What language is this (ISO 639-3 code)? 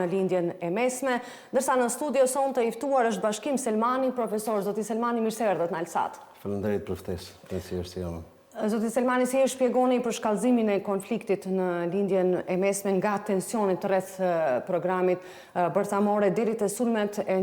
sqi